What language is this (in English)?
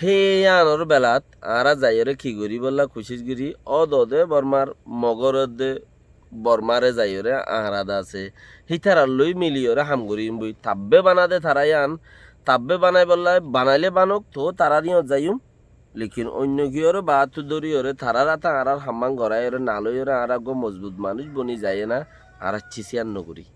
Rohingya